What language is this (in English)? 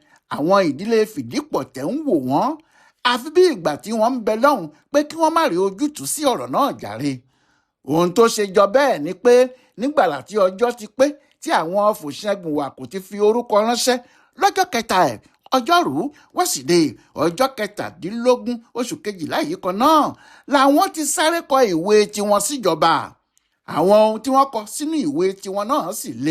Yoruba